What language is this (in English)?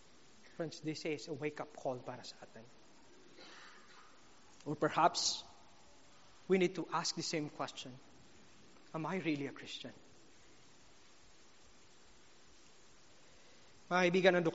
Filipino